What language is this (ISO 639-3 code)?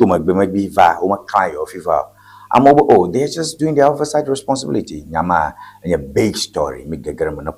ewe